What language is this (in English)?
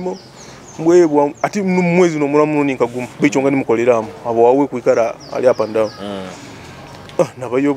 Nyoro